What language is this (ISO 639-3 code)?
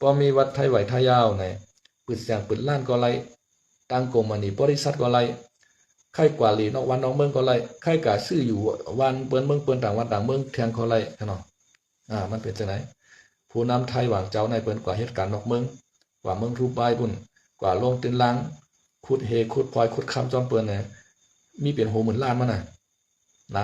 shn